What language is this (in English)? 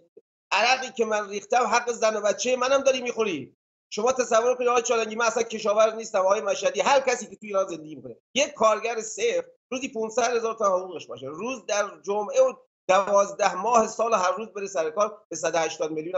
Persian